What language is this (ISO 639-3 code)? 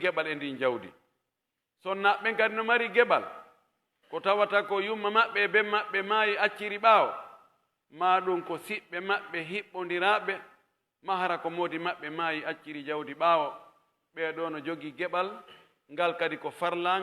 fuf